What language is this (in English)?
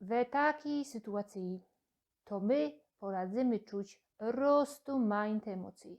Silesian